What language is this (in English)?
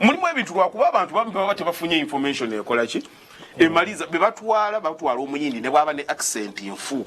Ganda